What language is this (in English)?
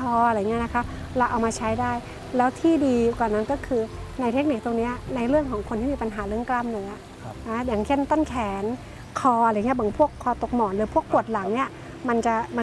Thai